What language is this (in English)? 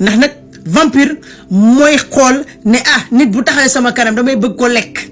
Wolof